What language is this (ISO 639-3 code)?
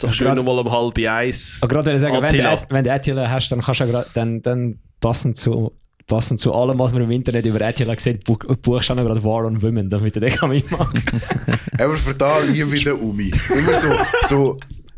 gsw